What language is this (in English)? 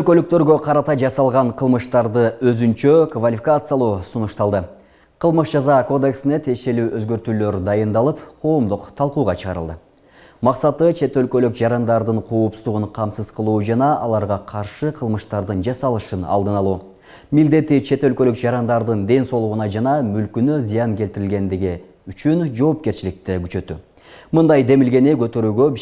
Kyrgyz